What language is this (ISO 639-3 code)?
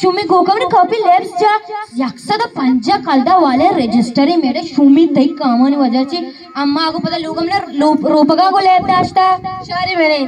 bgp